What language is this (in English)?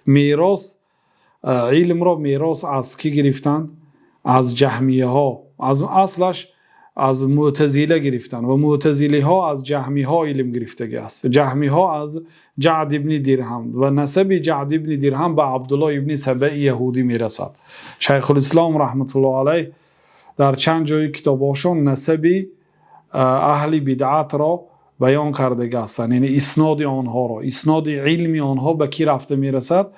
Persian